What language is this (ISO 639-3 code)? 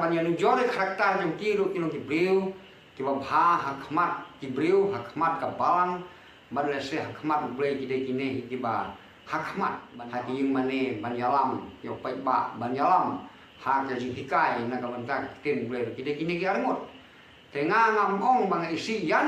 kha